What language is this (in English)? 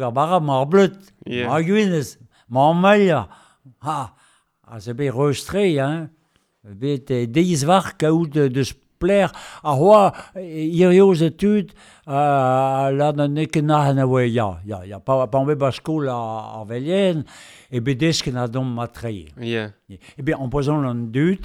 Breton